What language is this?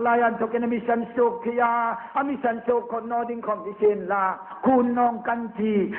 Hmar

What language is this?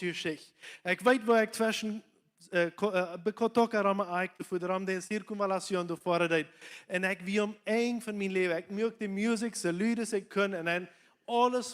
Plautdietsch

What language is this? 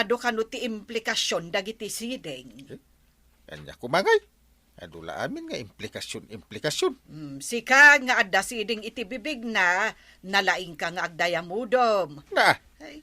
Iloko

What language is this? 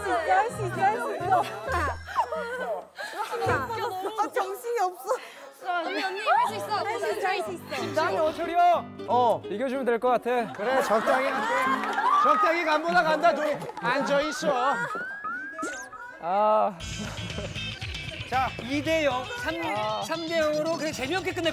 Korean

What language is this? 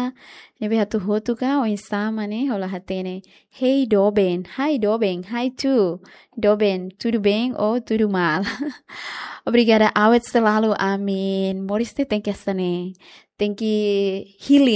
Tetum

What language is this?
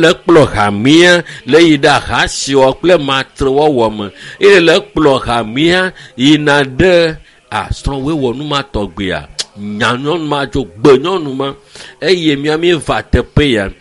Ewe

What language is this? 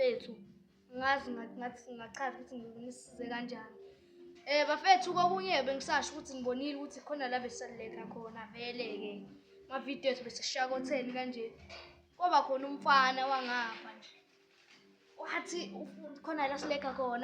Zulu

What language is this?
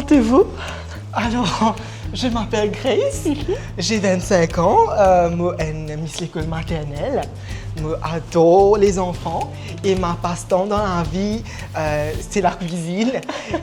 Morisyen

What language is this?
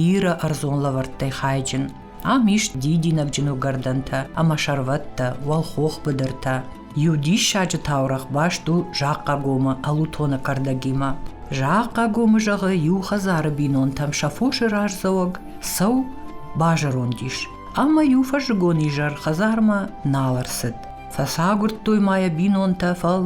Ossetic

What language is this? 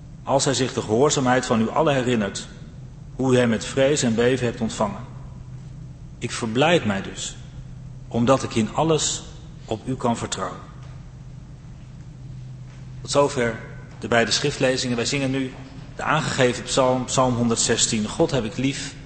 Dutch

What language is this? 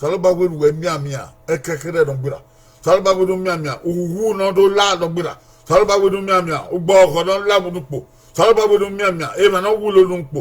Bini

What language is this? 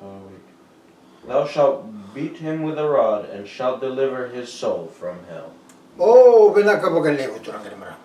Fijian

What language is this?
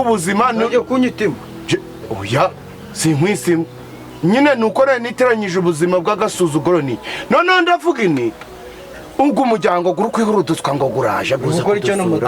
Kinyarwanda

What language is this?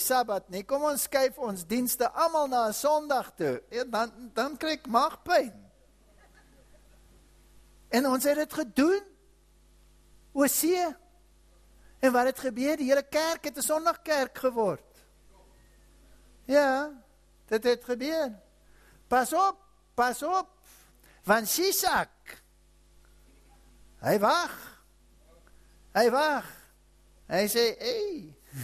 Afrikaans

